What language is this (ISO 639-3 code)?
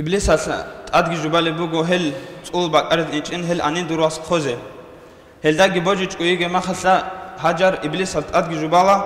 ava